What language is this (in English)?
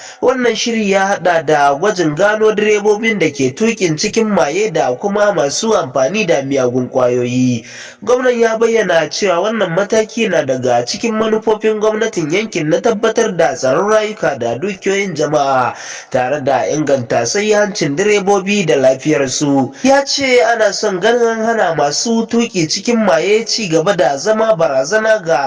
Hausa